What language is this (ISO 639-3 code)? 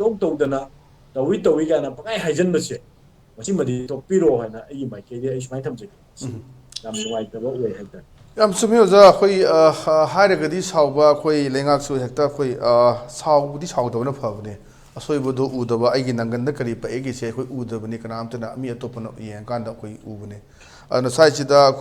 mni